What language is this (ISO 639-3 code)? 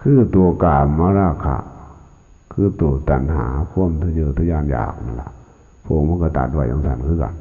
lao